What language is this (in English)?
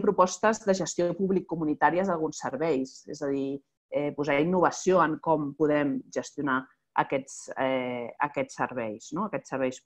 Catalan